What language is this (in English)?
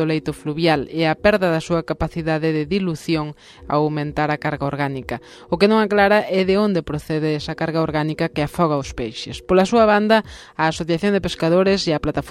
Galician